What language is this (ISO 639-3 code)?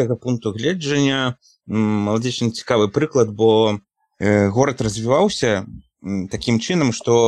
bel